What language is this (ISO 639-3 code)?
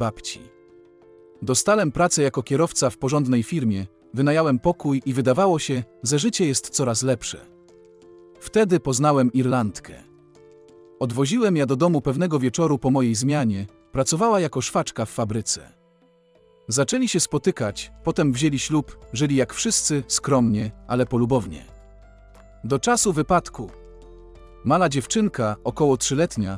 pol